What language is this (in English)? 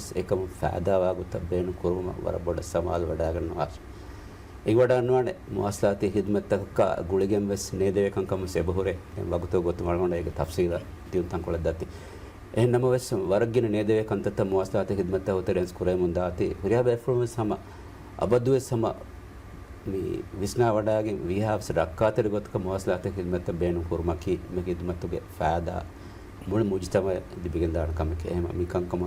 Divehi